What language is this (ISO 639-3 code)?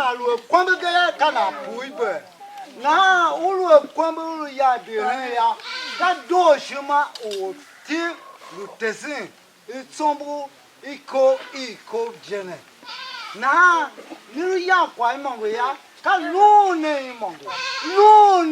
tiv